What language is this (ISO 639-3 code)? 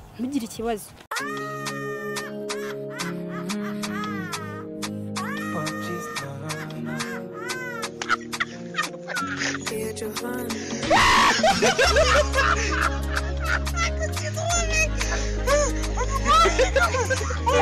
kin